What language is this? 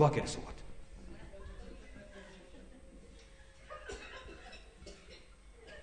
Japanese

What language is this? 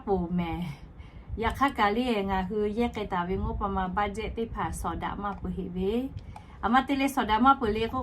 Lahu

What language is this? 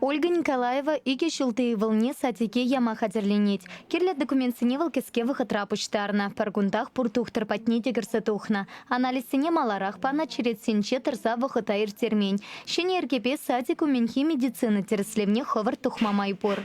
Chuvash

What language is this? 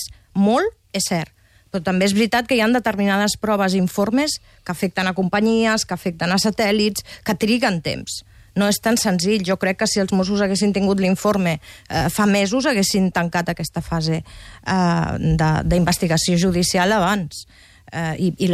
Catalan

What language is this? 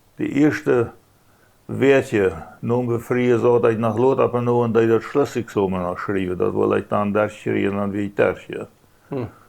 Plautdietsch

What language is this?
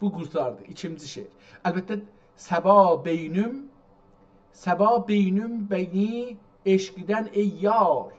South Azerbaijani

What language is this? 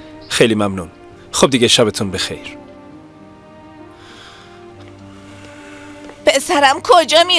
Persian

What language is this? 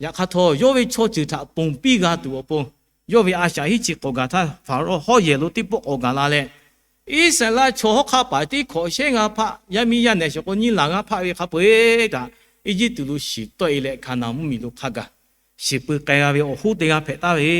Lahu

